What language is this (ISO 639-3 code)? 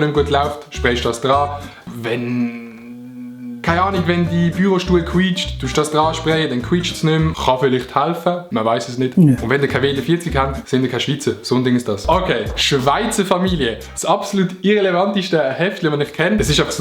gsw